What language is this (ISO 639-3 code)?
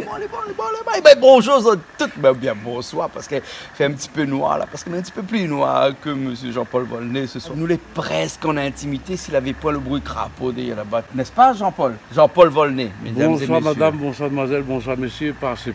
rcf